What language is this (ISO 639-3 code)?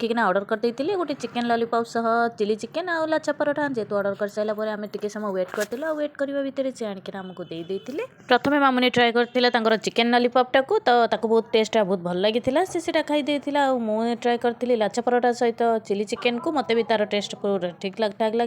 ori